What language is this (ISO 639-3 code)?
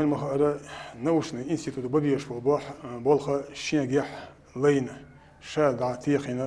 che